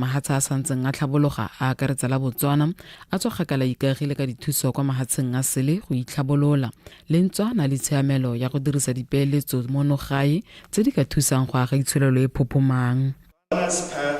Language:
Tswana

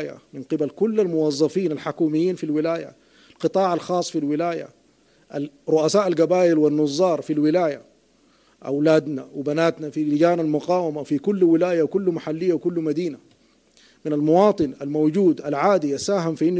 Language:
Sudanese Arabic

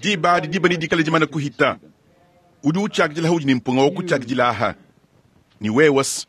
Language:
Luba-Lulua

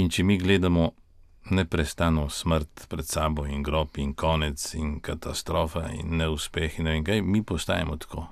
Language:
Slovenian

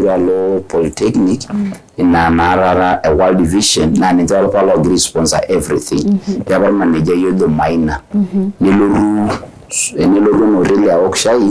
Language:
Masai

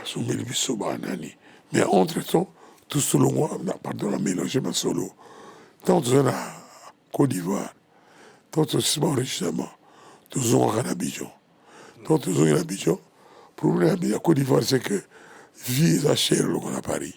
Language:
Lingala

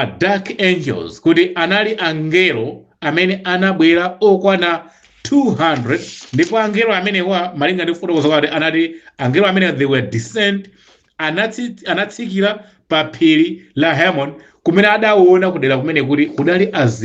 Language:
Nyanja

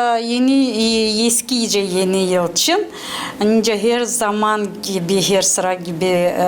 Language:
Gagauz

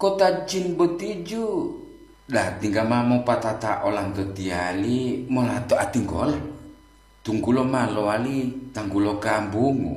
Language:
Gorontalo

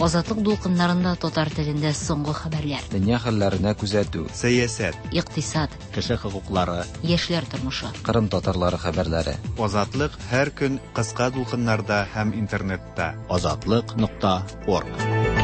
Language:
Tatar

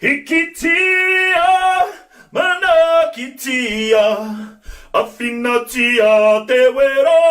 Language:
Māori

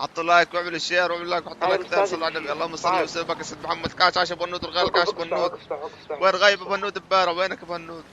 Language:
North Levantine Arabic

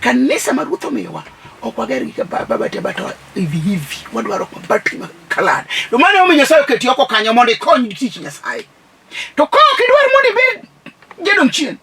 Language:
Luo (Kenya and Tanzania)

